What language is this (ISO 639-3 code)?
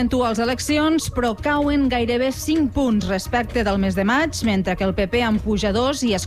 cat